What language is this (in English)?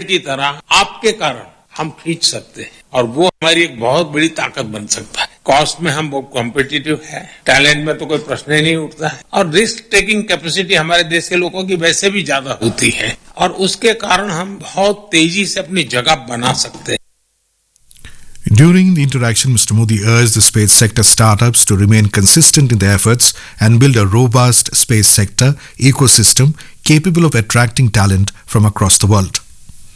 Hindi